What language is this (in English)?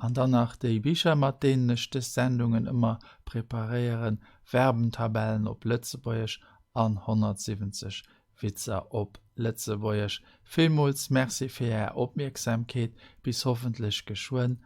Luxembourgish